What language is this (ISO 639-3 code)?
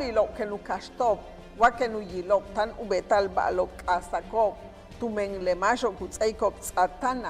yua